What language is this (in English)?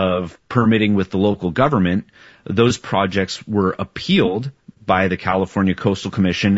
English